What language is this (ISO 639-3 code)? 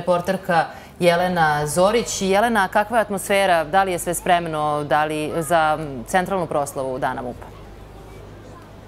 srp